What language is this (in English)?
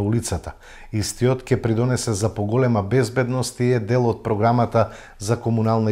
Macedonian